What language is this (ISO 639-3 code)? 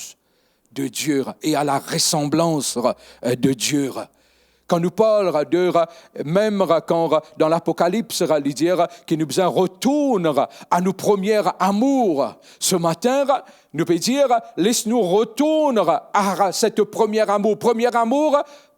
mfe